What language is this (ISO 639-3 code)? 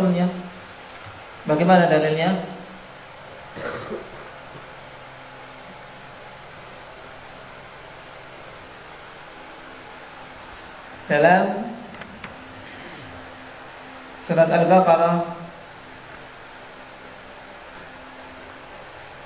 ind